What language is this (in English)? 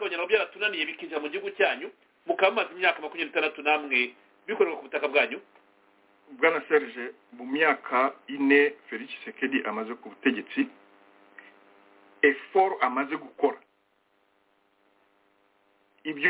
Kinyarwanda